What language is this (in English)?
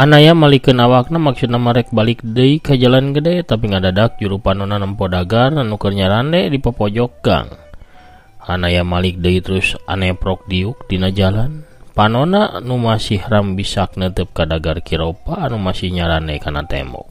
Sundanese